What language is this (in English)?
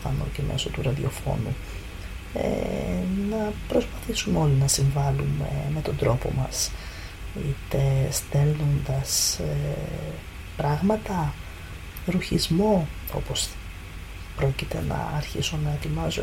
Greek